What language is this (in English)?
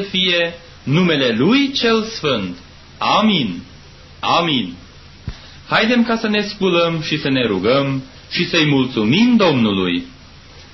Romanian